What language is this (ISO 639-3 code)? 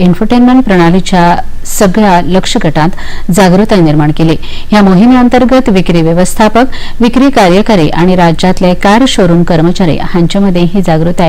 kok